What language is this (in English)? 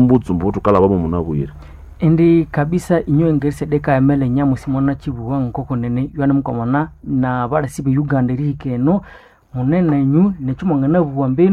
Nande